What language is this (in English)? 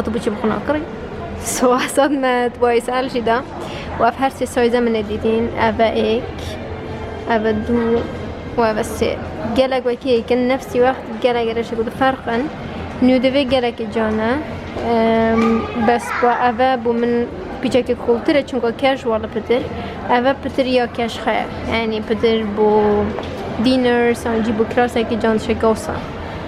Kurdish